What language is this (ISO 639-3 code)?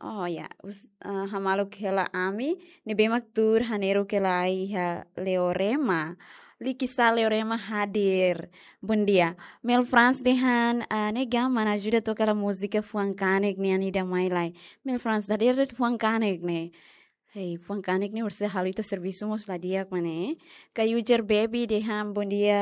tet